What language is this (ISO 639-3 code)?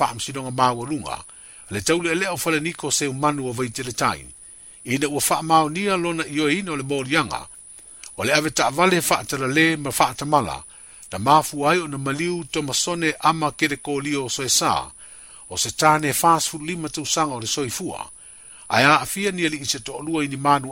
smo